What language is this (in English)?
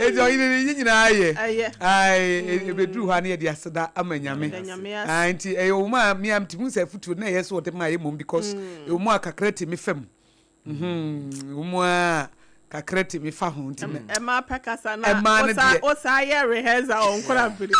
Akan